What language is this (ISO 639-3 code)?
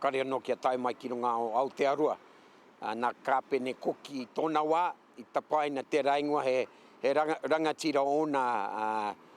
mri